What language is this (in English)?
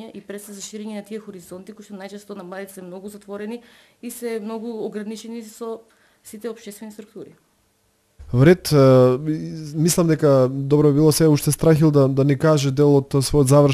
Macedonian